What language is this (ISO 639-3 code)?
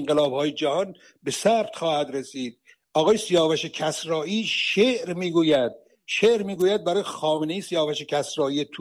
fas